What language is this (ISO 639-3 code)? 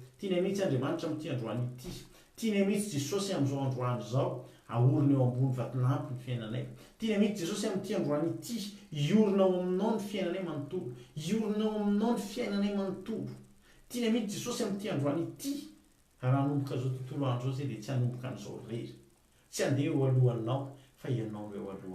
mlg